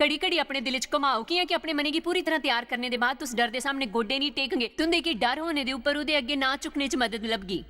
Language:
Dogri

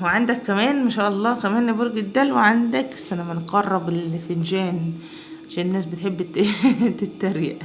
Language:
Egyptian Arabic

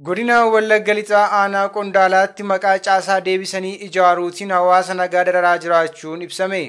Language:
Oromo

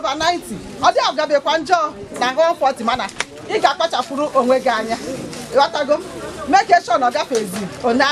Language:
Igbo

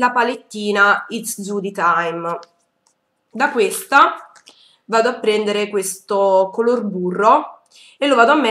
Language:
Italian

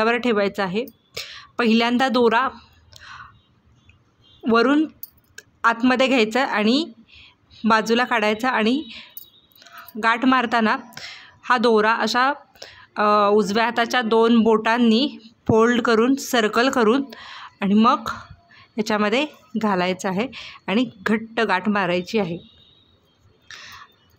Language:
Marathi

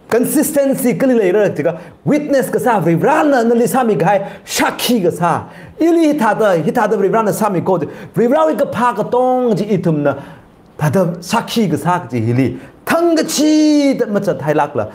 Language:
Tangkhul Naga (India)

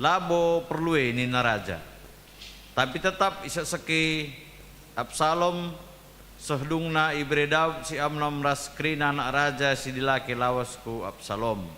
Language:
Batak Karo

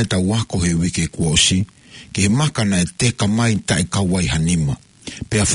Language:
Tongan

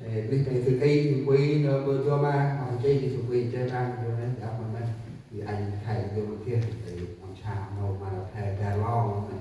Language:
Central Mnong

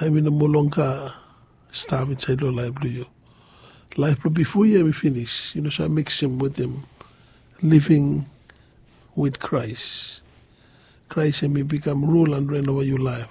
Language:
Bislama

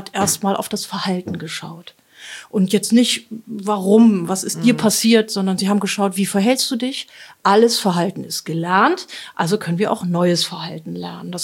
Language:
German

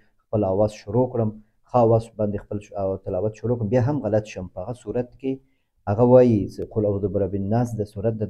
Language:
Pashto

